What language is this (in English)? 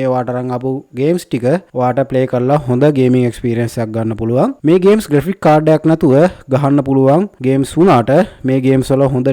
Sinhala